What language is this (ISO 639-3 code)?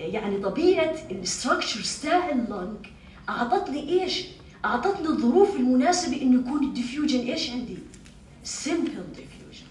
apc